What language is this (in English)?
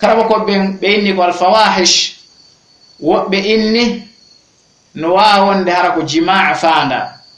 Fula